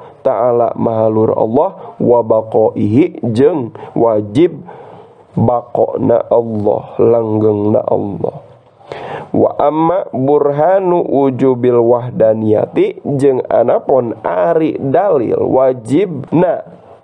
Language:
Sundanese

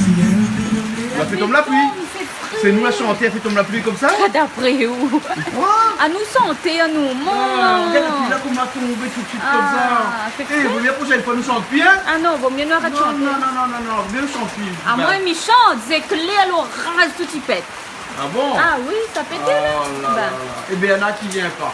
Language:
Réunion Creole French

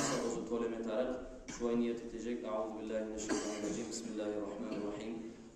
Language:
Kumyk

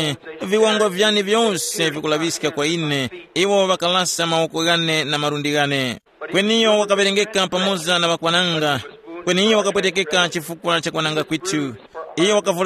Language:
Tumbuka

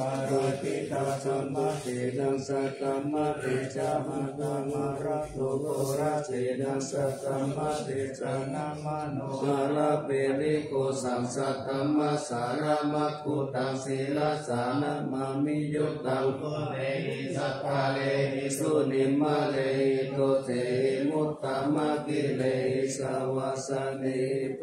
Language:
Pali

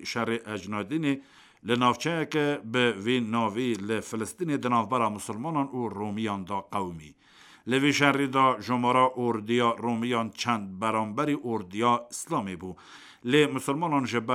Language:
Kurdish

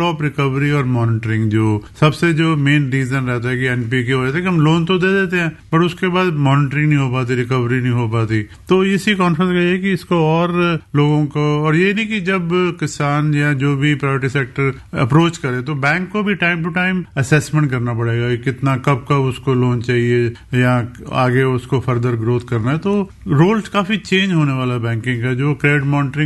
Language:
Hindi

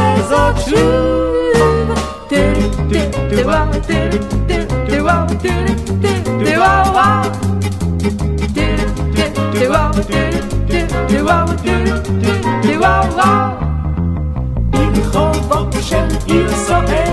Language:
Hebrew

